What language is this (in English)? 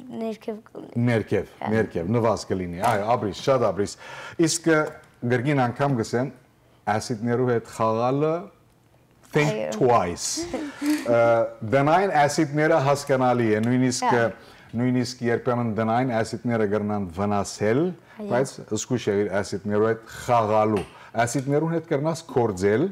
Western Armenian